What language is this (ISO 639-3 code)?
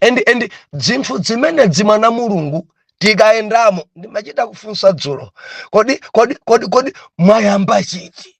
nya